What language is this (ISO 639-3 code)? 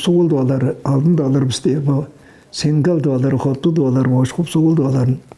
tyv